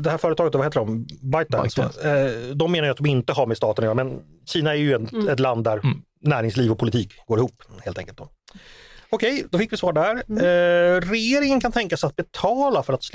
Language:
Swedish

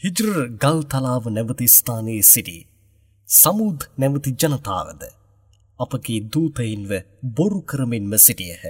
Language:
Sinhala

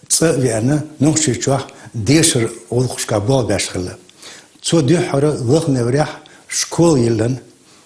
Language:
Chechen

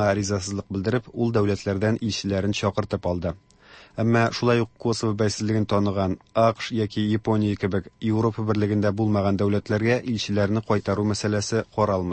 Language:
Tatar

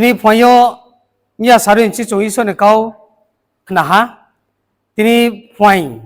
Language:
Riang (India)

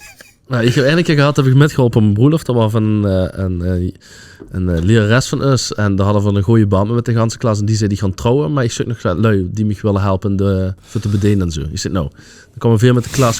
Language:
Limburgish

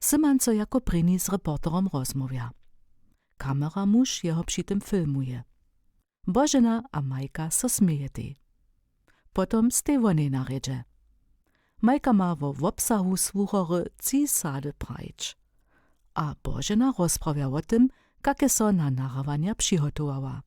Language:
Upper Sorbian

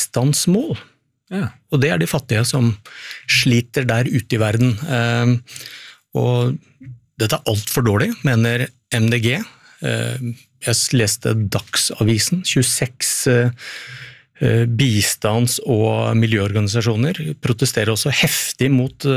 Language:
Norwegian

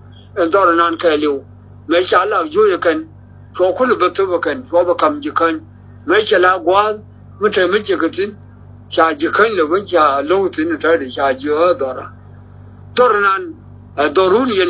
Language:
Nuer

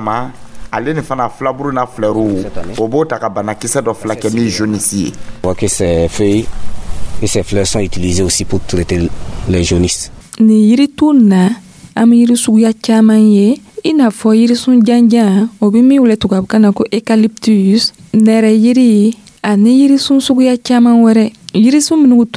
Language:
Dyula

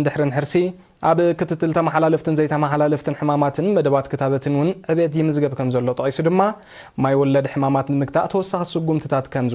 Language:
Tigrinya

